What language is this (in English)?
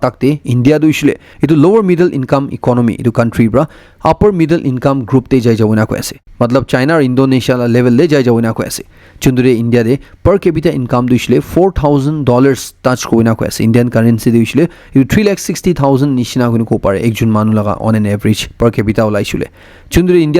Naga Pidgin